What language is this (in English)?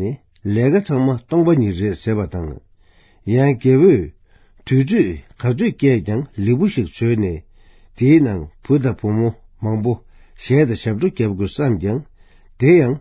Tibetan